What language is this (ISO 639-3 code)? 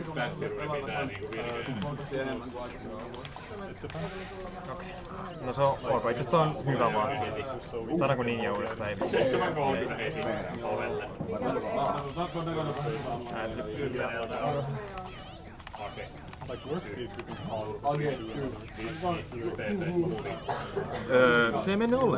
fin